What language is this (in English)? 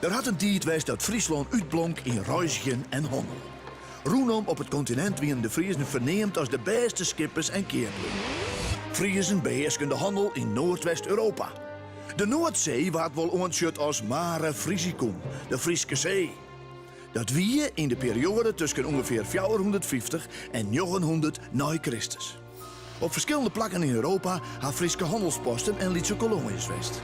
Western Frisian